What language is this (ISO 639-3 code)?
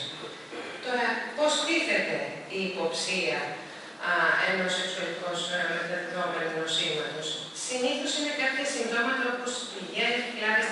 ell